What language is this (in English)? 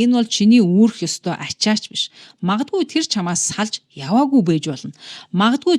Mongolian